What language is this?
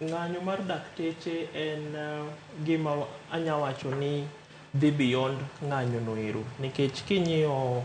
Luo (Kenya and Tanzania)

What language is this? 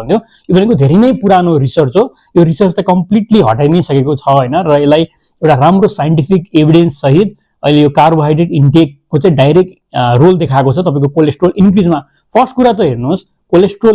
Nepali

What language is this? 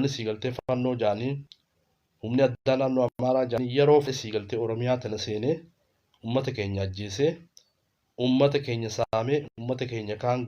Oromo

